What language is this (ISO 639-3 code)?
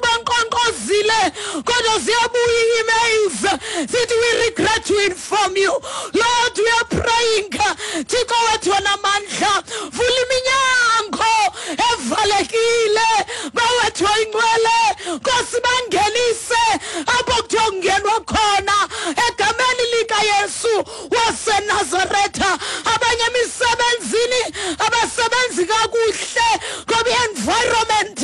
xho